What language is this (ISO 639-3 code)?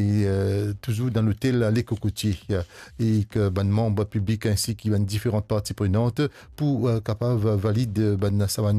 mfe